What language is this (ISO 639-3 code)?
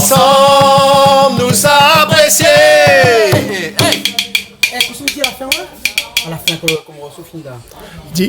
rcf